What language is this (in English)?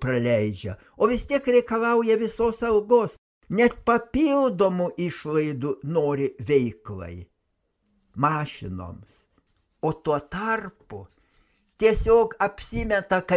Lithuanian